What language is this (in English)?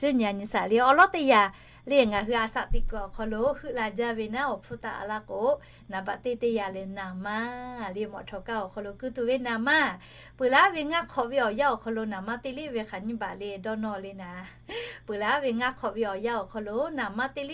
Lahu